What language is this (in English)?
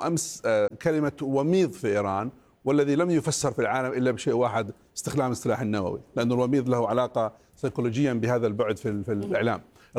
Arabic